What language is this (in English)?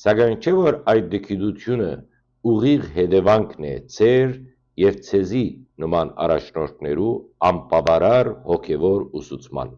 Western Armenian